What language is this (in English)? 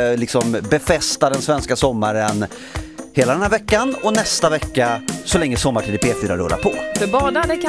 Swedish